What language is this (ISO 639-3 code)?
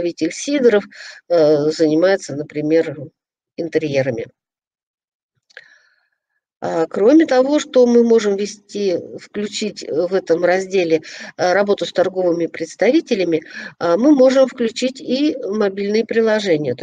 rus